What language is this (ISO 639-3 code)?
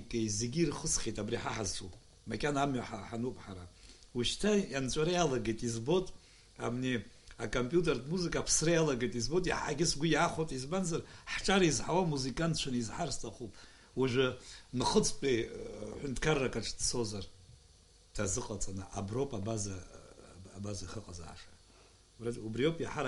abk